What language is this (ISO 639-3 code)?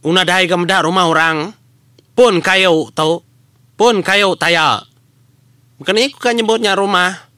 iba